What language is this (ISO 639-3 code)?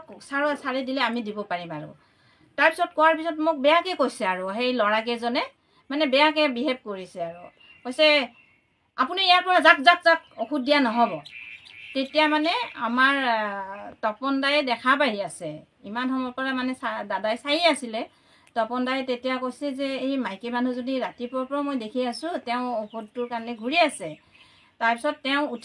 asm